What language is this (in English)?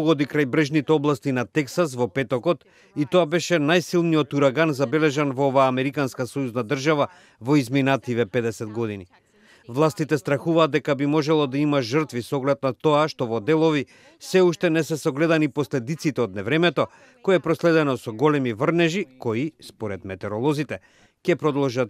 Macedonian